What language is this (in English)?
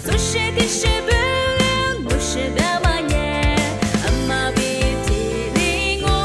Lisu